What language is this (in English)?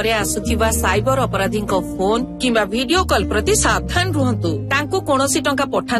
Odia